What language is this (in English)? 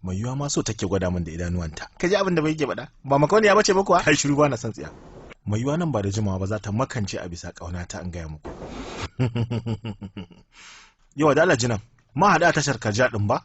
Hausa